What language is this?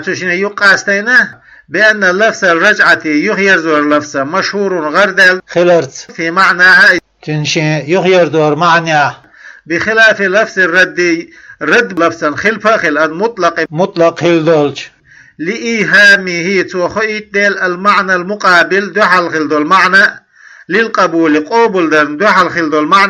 Chechen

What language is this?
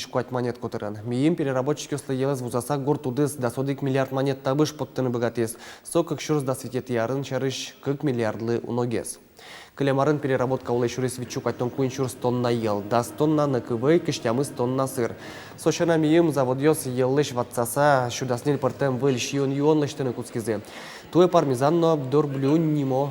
Udmurt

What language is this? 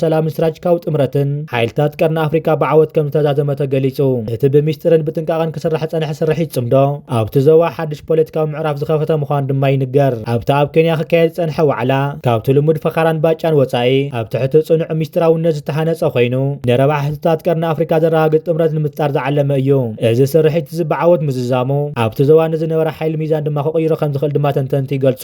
Tigrinya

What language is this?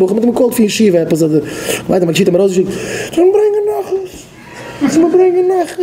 Yiddish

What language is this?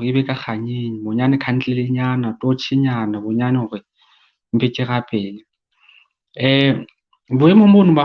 Southern Sotho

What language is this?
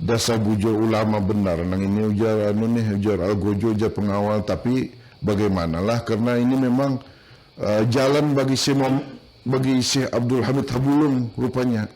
Banjar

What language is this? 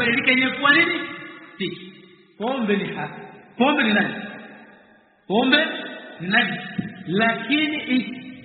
Swahili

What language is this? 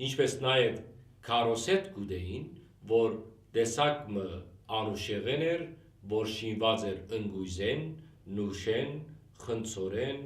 Western Armenian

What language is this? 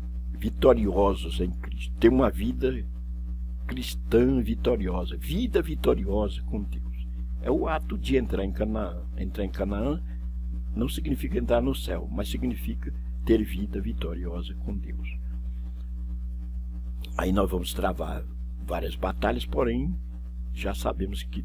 Portuguese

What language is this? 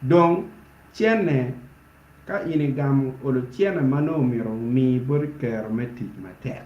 Acoli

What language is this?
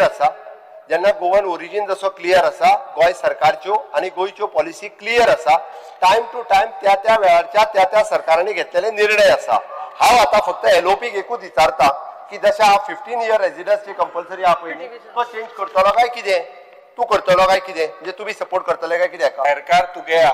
Konkani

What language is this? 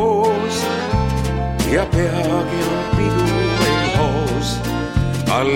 Estonian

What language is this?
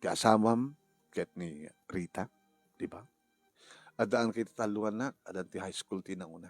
Iloko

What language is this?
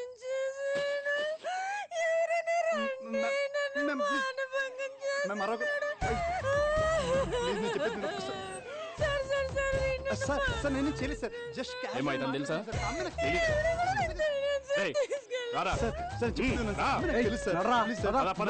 Telugu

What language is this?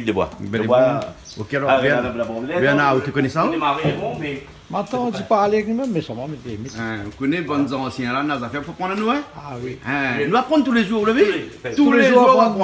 Réunion Creole French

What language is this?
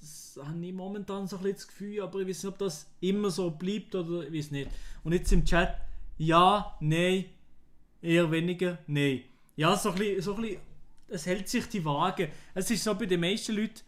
Swiss German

